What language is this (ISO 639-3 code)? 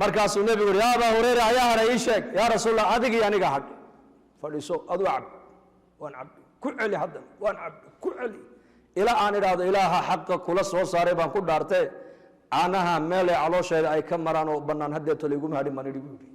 som